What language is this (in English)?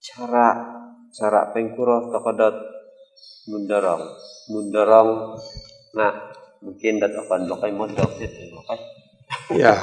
Central Dusun